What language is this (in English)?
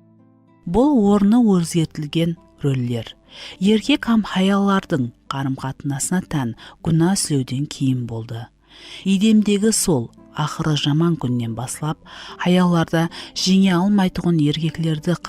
Kara-Kalpak